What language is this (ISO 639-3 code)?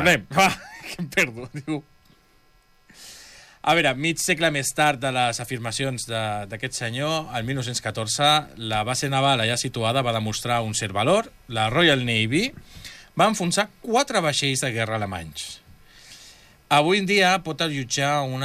cat